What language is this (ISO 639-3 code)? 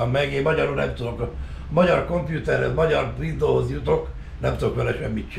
hun